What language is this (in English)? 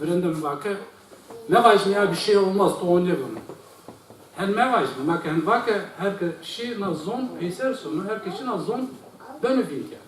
Zaza